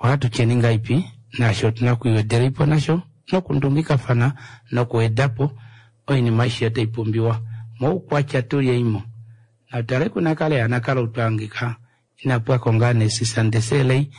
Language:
Kuanyama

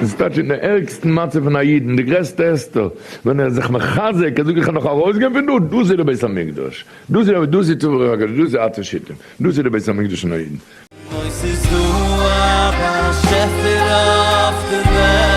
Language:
Yiddish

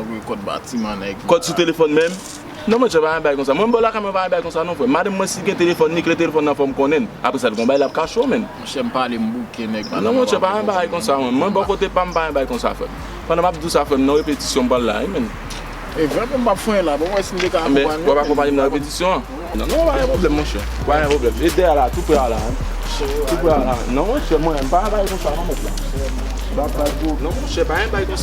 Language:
Haitian Creole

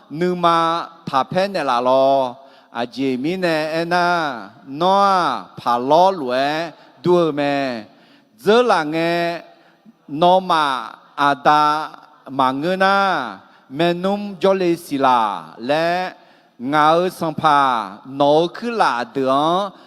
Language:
Akha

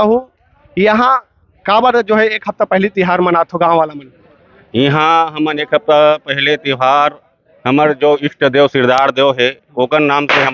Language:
Chhattisgarhi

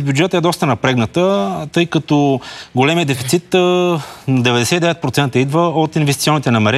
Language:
Bulgarian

